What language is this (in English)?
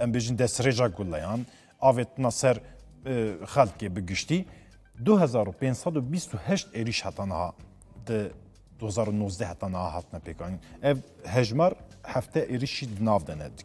Kurdish